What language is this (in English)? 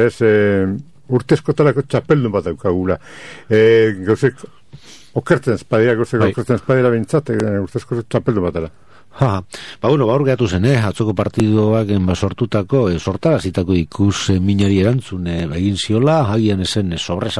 Basque